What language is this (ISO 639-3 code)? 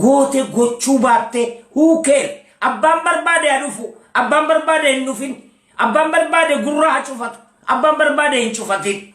orm